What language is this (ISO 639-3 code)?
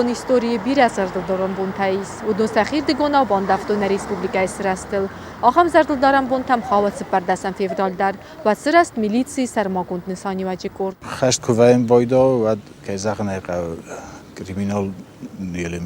oss